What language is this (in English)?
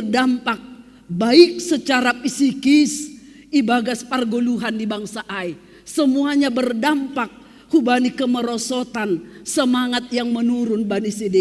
Batak Simalungun